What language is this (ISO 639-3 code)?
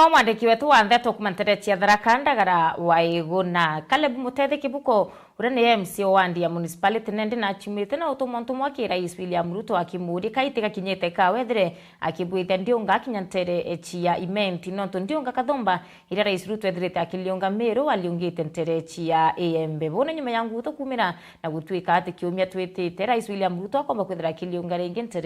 mer